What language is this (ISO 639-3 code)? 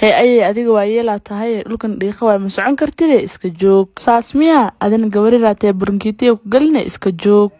som